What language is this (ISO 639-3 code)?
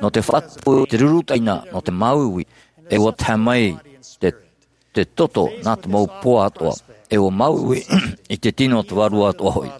tah